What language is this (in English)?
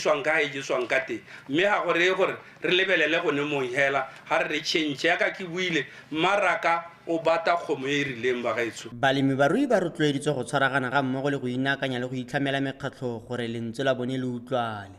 Tswana